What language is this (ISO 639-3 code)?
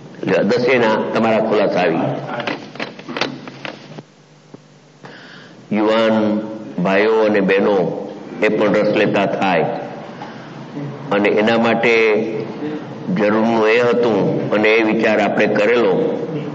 guj